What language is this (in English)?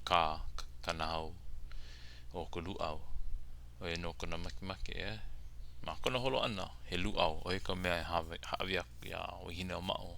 Hawaiian